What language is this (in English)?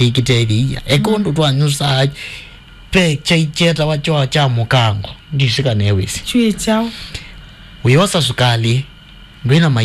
Kamba